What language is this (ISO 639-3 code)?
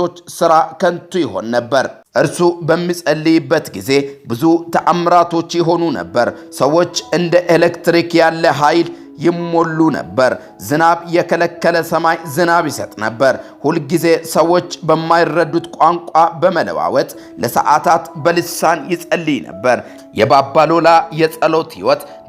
amh